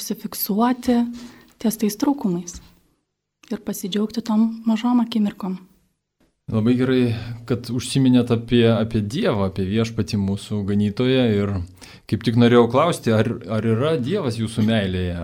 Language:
Lithuanian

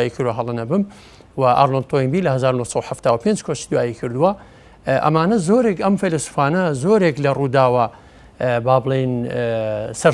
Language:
Central Kurdish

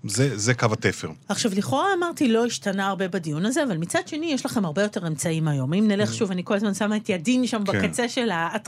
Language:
Hebrew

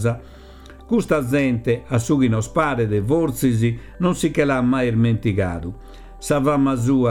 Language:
Sardinian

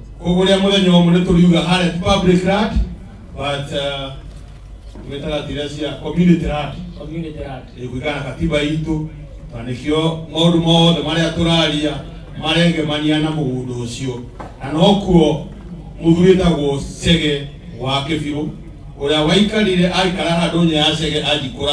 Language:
Kikuyu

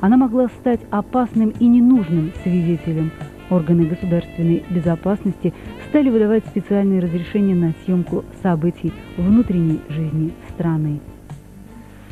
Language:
Russian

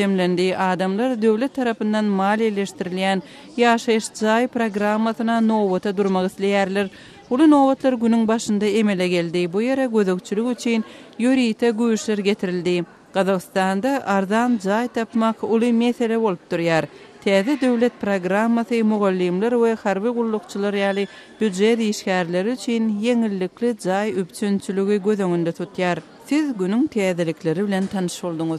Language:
Turkmen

